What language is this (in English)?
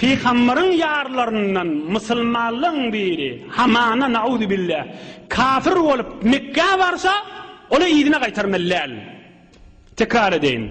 Turkmen